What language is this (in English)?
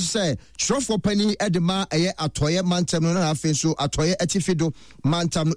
Akan